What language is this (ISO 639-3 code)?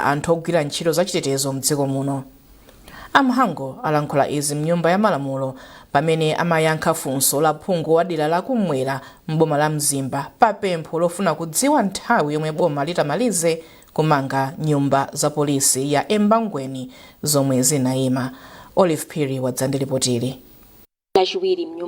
nya